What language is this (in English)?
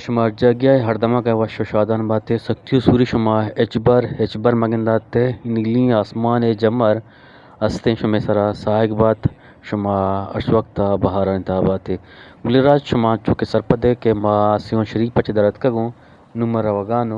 Eastern Balochi